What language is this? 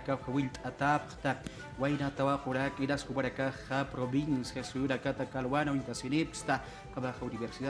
Aymara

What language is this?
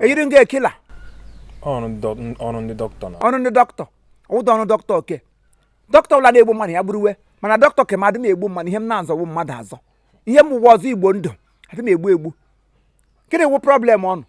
Igbo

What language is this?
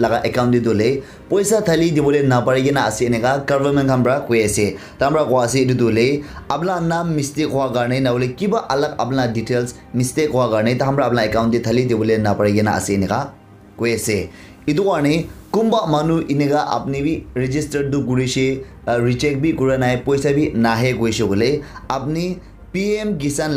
Naga Pidgin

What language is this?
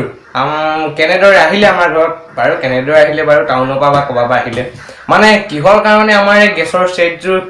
Assamese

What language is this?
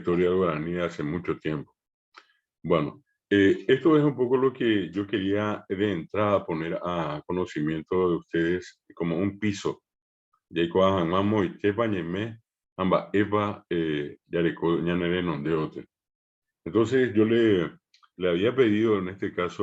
Guarani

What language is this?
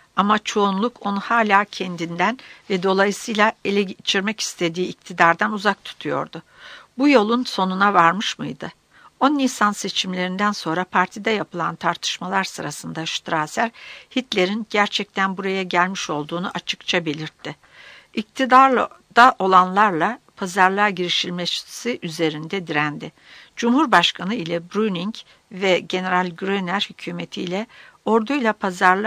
Turkish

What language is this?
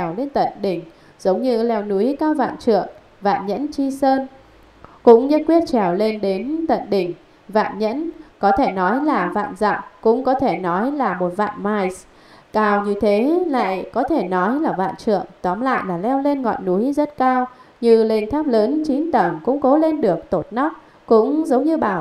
Vietnamese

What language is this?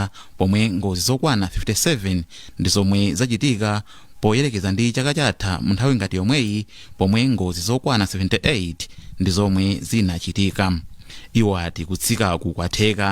Nyanja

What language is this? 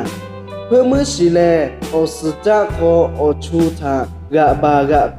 Lahu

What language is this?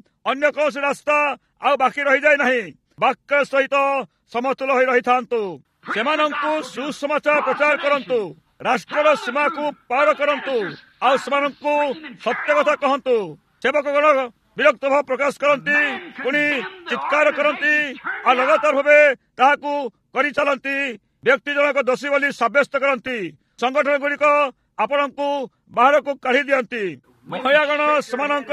Odia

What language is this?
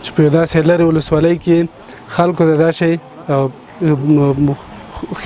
Pashto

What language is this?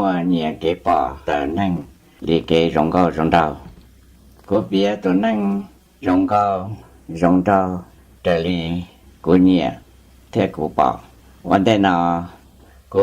Hmong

